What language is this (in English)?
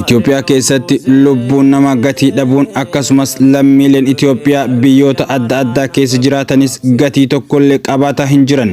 Oromo